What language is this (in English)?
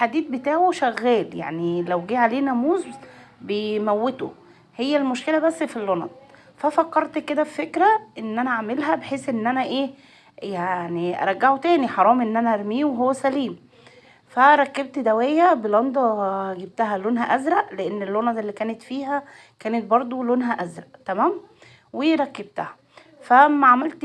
Egyptian Arabic